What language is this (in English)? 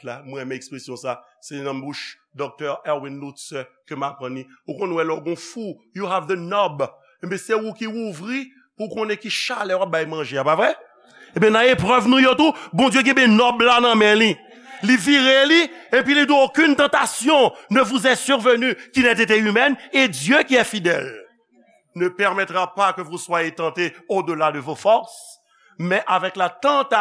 Haitian Creole